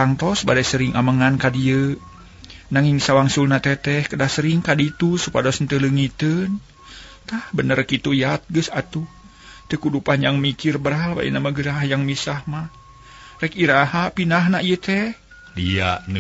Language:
Sundanese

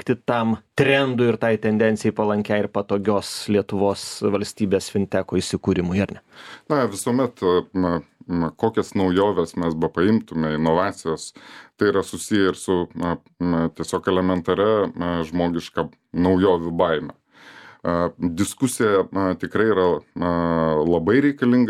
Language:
Lithuanian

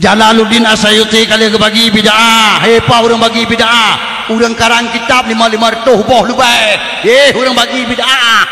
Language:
Achinese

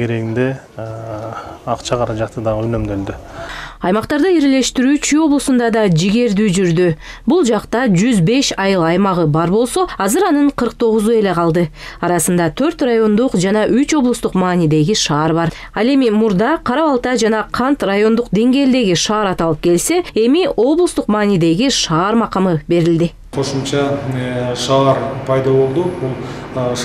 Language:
Kyrgyz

